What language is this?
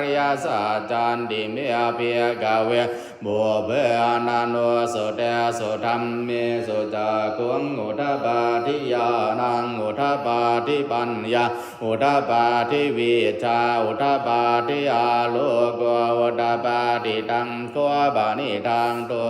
Pali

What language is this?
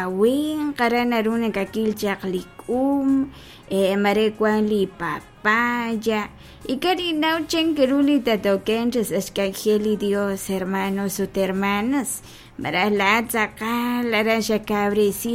Kekchí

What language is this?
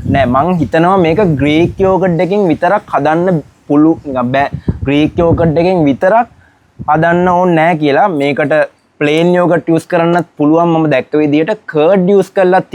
Sinhala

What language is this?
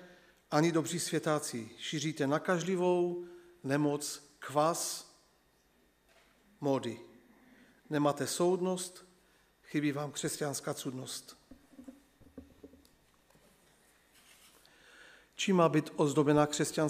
Czech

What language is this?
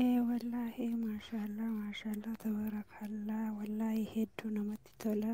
Oromo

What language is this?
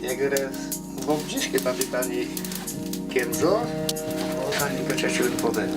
Udmurt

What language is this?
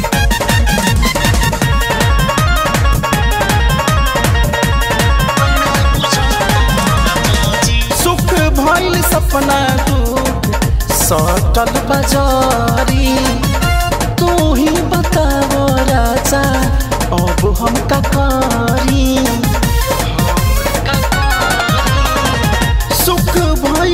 Bhojpuri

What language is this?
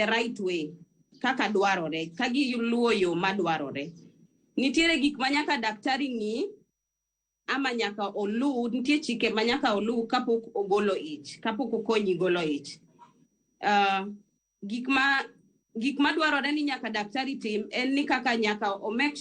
Luo (Kenya and Tanzania)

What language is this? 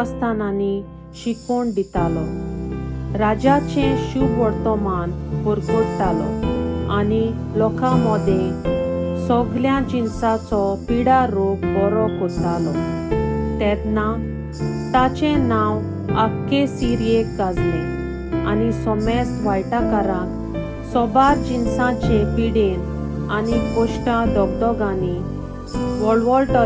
Konkani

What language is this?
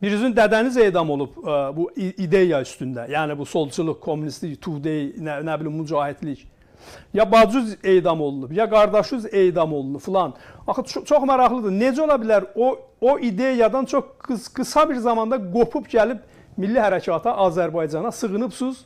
South Azerbaijani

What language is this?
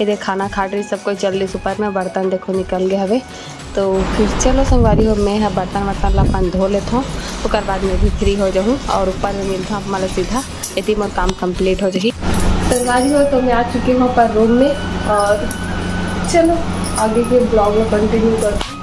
Chhattisgarhi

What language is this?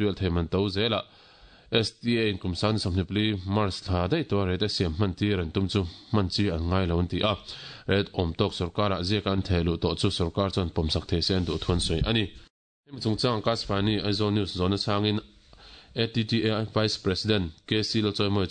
Mizo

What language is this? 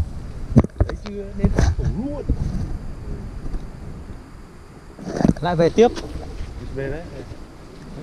Vietnamese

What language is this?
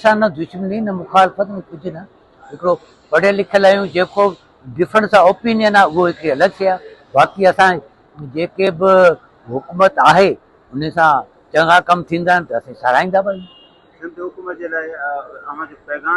Sindhi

